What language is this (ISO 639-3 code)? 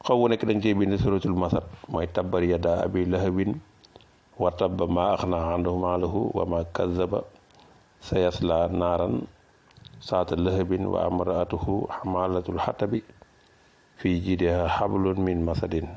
wol